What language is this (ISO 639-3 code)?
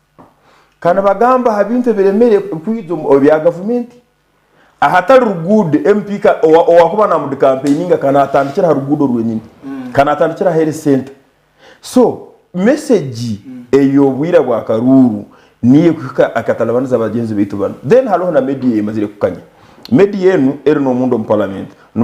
nyn